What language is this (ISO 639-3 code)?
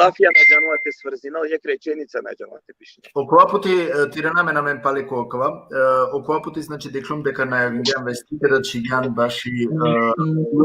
rmn